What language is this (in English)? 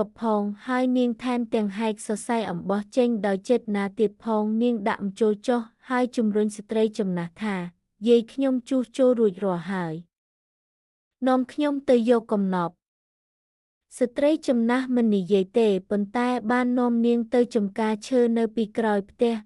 Khmer